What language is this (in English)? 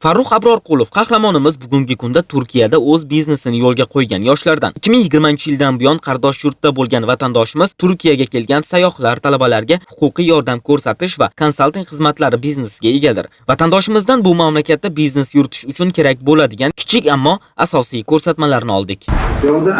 Uzbek